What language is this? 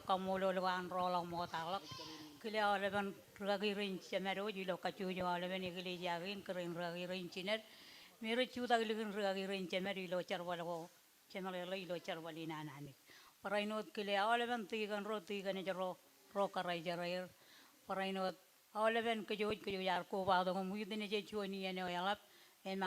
Marshallese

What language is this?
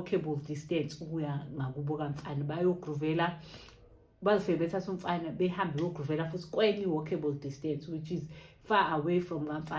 Zulu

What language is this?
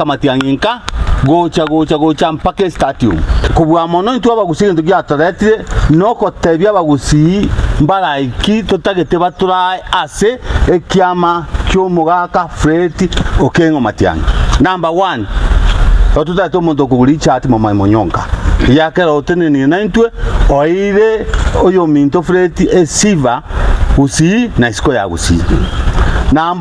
Gusii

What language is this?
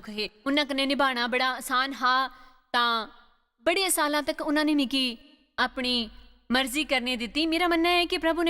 Dogri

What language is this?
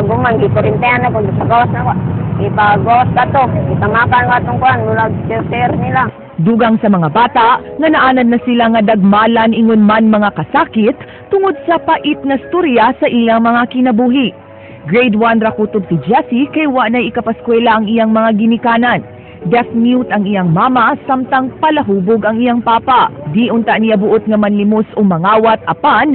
Cebuano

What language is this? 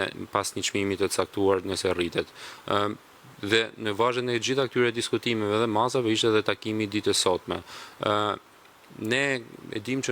Albanian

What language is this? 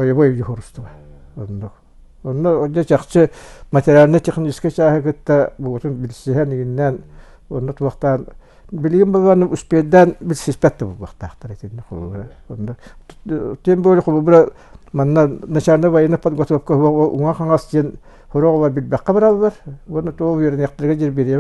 Yakut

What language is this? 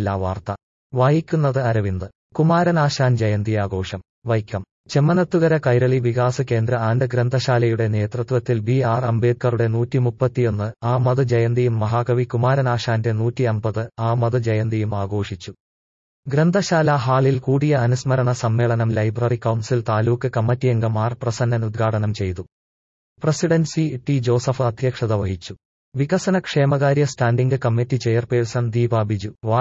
Malayalam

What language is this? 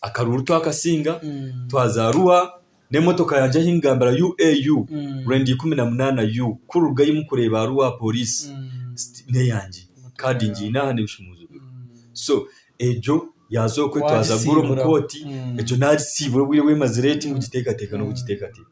Nyankole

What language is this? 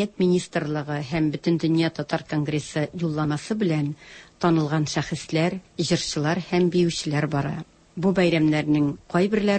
Tatar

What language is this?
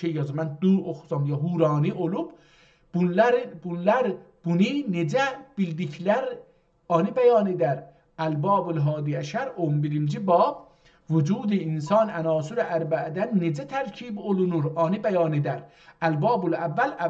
South Azerbaijani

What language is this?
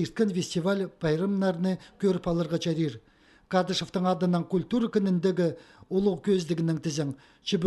Khakas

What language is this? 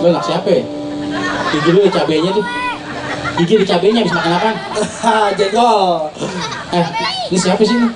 Betawi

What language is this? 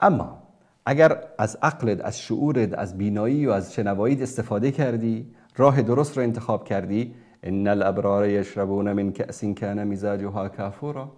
Persian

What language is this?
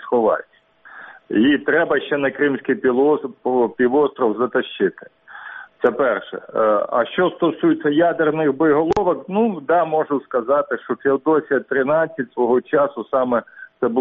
Ukrainian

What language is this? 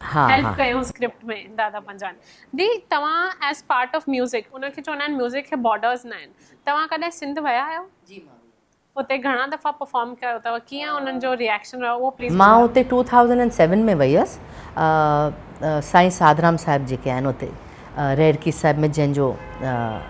Sindhi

